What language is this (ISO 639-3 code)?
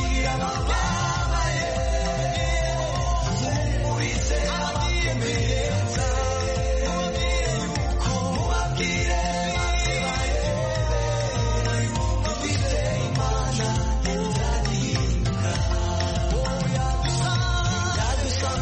kin